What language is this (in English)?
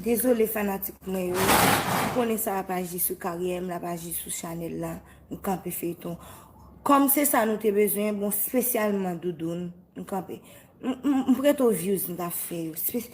Haitian Creole